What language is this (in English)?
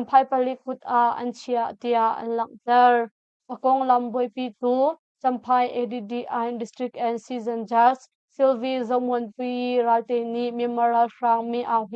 Hakha Chin